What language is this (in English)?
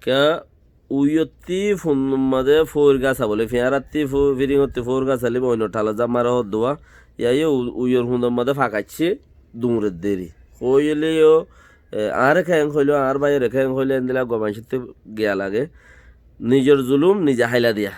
Rohingya